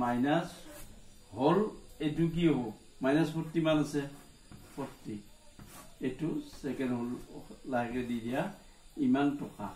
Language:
Assamese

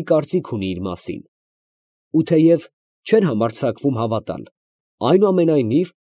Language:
Armenian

